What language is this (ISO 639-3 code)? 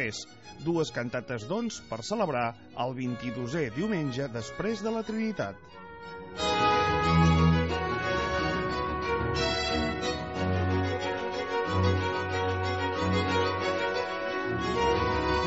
cat